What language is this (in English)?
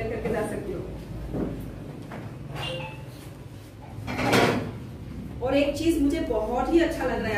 Hindi